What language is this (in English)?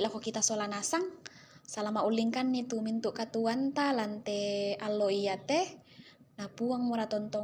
Toraja-Sa'dan